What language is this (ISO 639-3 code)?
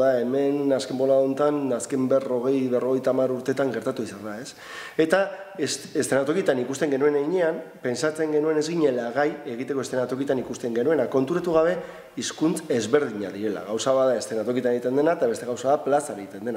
eus